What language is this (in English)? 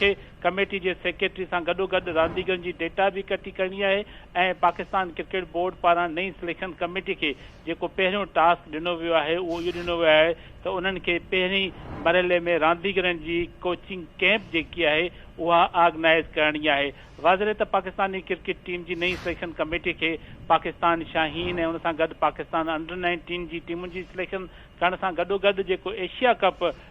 Sindhi